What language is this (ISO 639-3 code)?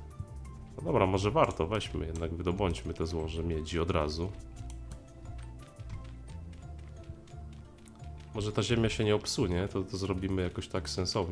pol